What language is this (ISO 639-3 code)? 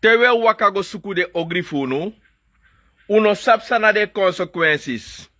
srn